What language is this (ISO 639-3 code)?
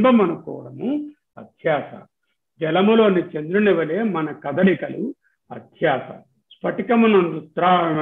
tel